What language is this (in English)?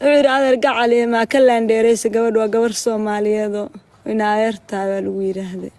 Somali